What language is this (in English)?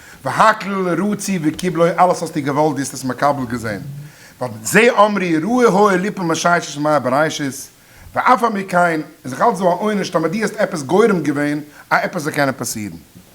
Yiddish